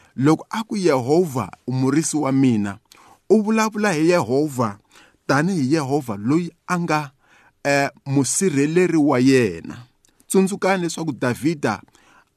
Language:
Tsonga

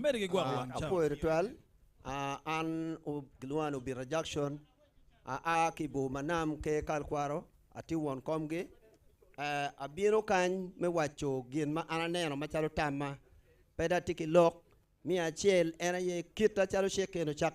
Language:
Acoli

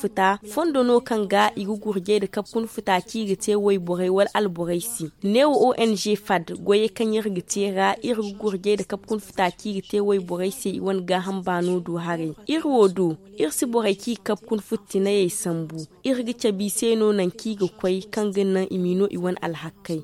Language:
Zarma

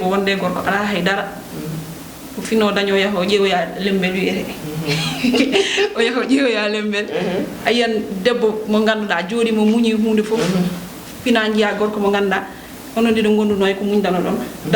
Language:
Fula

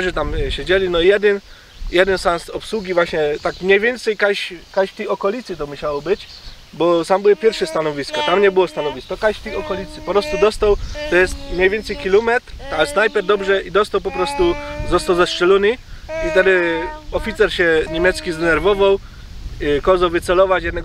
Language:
Silesian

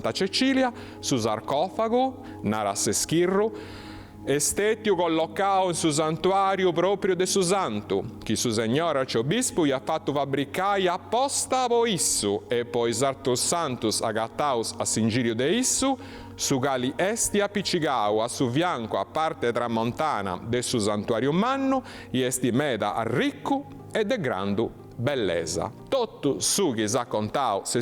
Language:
Sardinian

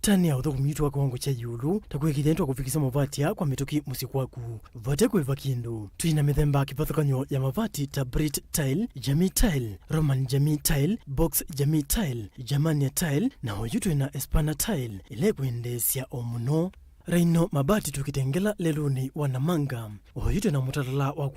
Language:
Kamba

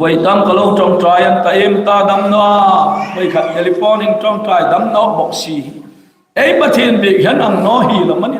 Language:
Hmar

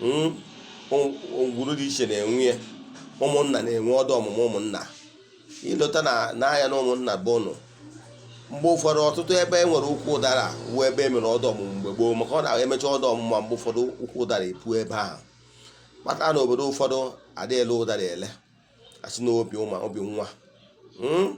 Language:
Igbo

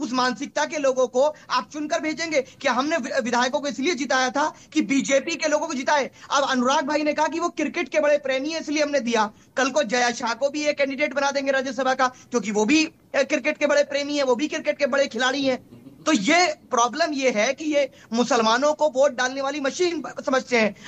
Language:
Hindi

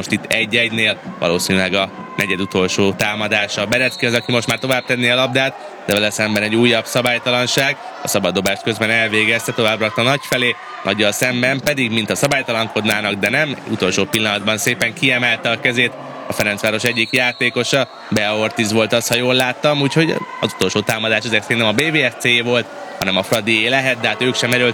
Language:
Hungarian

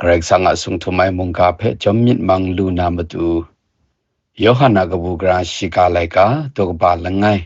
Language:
Kachin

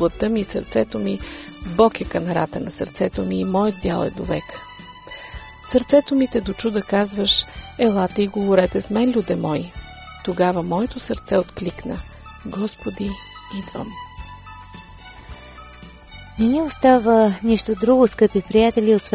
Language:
Bulgarian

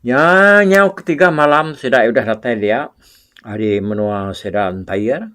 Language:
Iban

